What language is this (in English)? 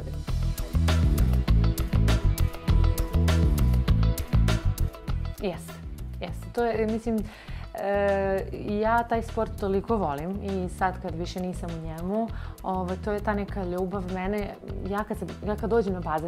Serbian